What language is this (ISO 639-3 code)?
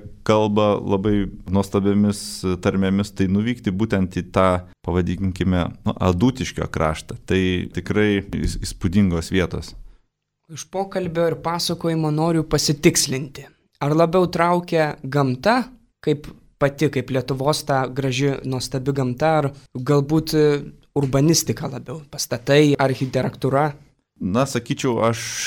lit